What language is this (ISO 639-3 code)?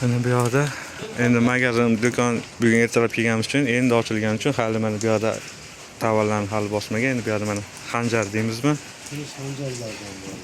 uzb